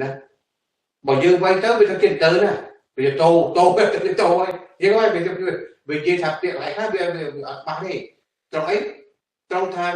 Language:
Khmer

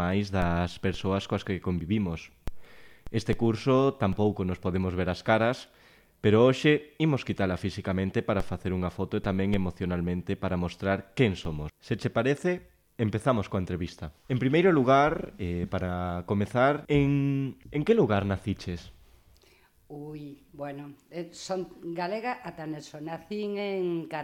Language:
Galician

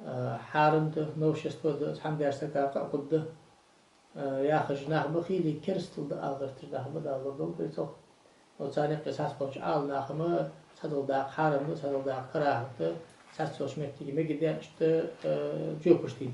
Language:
Ingush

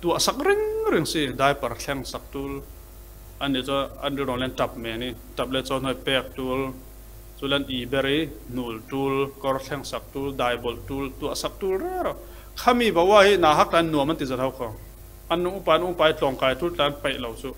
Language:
Falam Chin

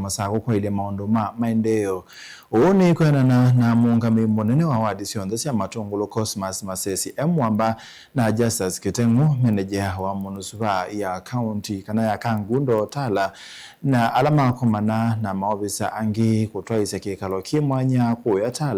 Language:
Kamba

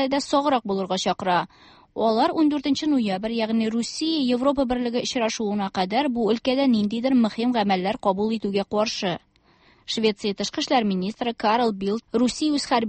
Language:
Tatar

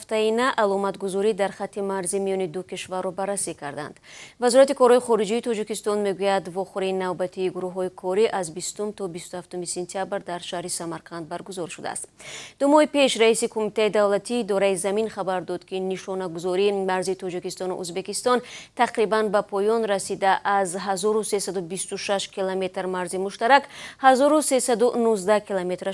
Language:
Tajik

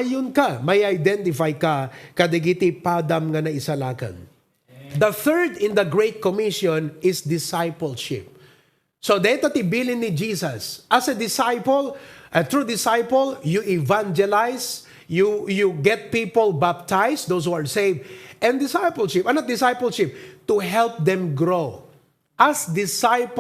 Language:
Iloko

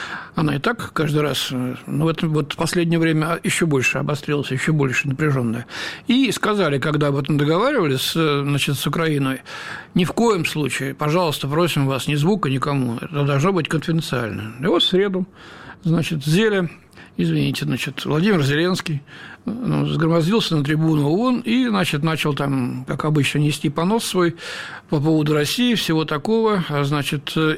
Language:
Russian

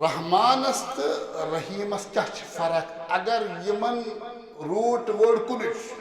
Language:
Kashmiri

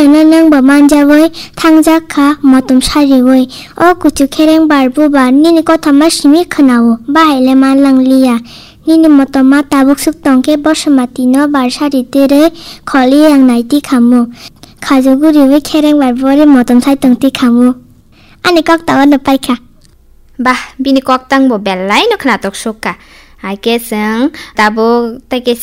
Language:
Kok Borok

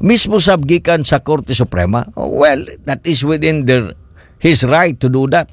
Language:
Cebuano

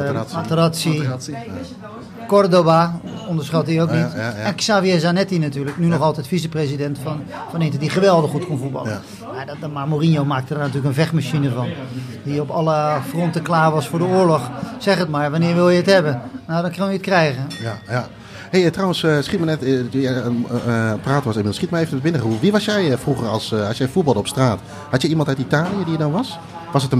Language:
Dutch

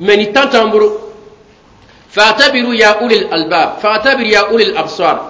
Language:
Bambara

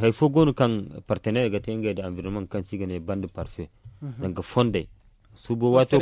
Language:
Zarma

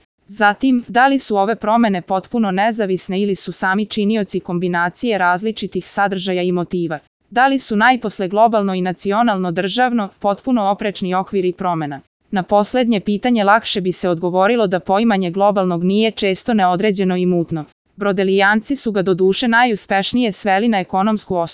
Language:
Serbian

